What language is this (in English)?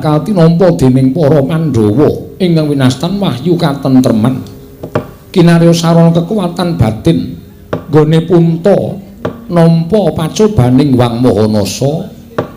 Javanese